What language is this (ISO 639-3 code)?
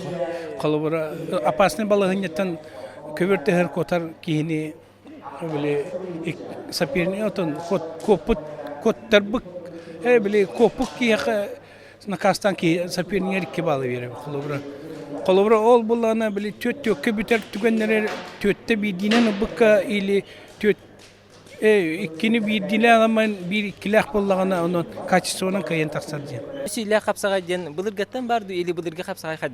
sah